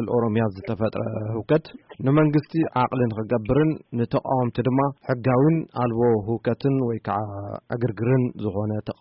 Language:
Tigrinya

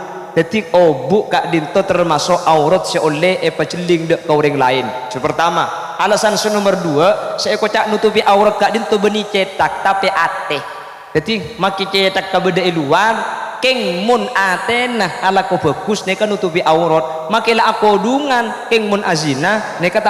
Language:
Madurese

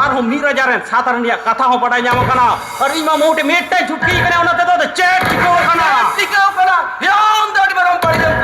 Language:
Santali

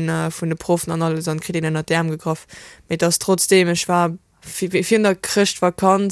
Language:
Luxembourgish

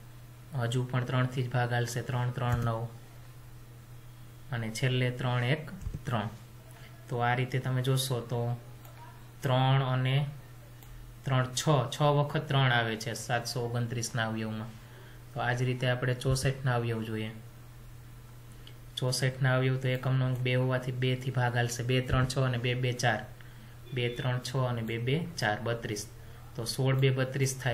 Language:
Gujarati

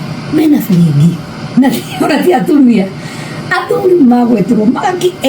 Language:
Kikuyu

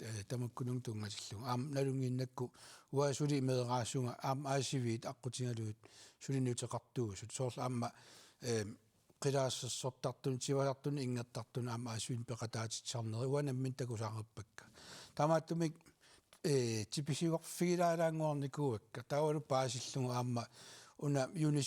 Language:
Kalaallisut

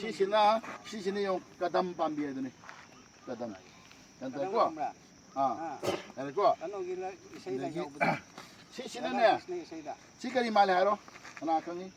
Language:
Manipuri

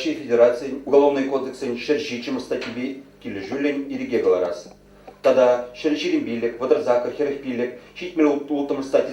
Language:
Chuvash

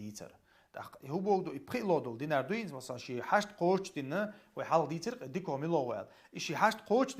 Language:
Chechen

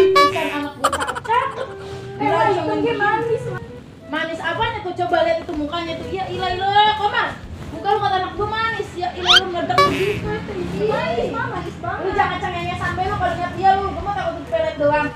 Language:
Betawi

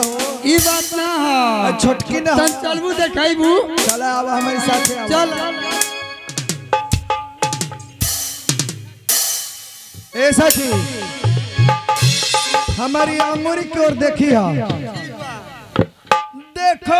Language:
Bhojpuri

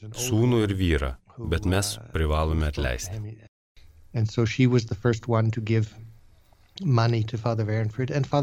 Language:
Lithuanian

